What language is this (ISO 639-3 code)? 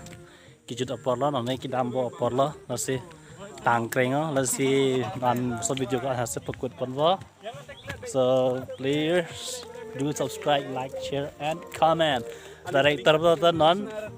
mjw